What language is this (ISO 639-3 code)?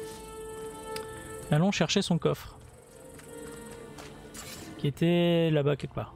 fra